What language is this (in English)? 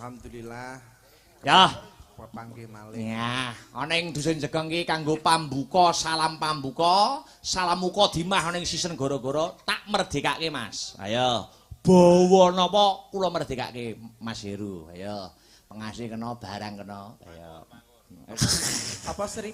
Javanese